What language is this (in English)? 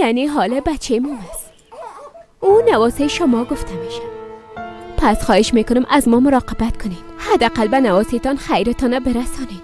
Persian